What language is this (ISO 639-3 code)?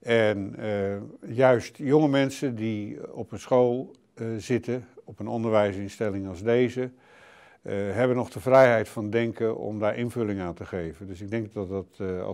nld